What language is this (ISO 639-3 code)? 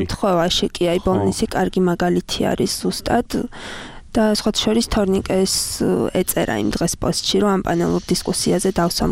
kat